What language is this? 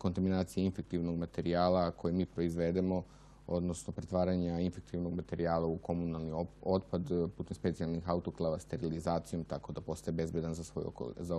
Serbian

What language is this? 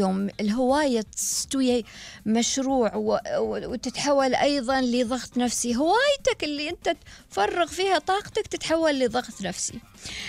Gulf Arabic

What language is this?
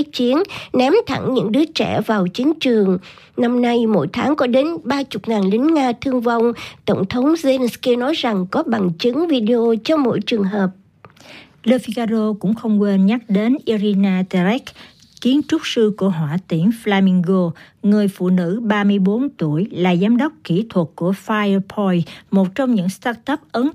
Vietnamese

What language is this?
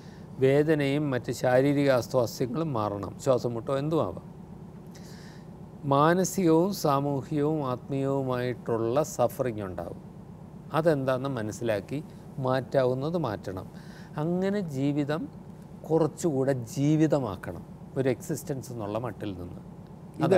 Malayalam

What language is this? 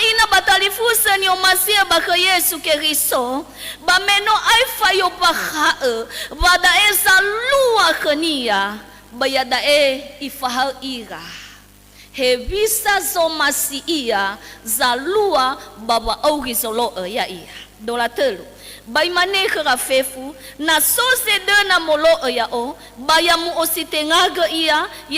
Nias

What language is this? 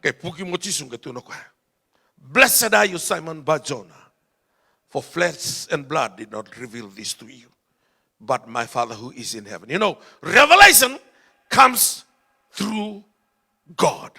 Fijian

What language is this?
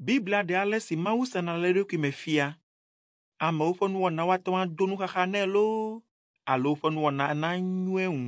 Ewe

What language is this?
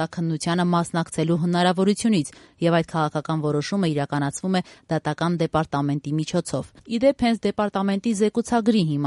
Armenian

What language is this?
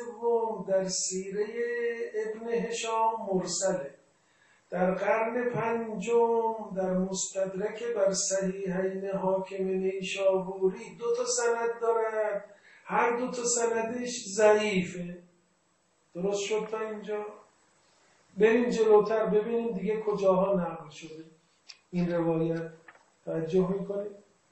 Persian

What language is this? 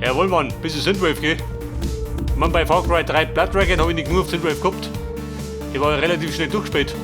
Bavarian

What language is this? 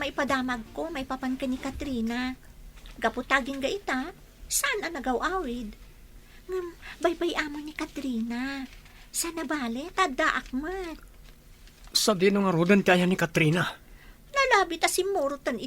Iloko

